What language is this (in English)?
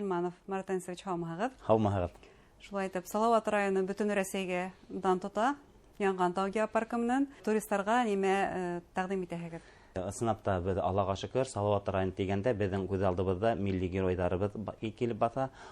Bashkir